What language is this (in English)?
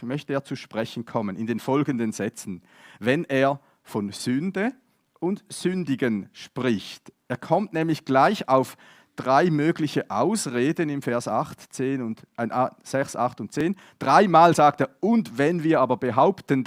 Swiss German